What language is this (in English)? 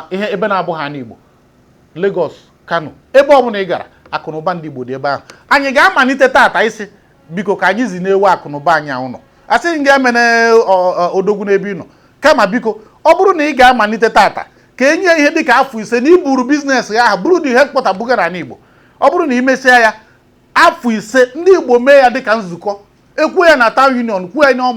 Igbo